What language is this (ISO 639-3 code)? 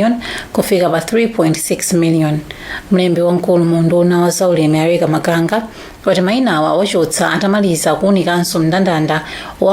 nya